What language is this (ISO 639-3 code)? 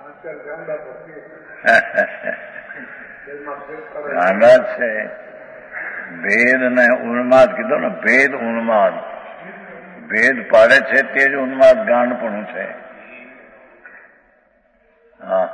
guj